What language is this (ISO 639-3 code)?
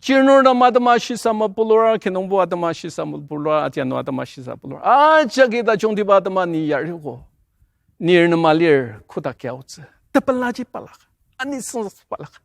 njo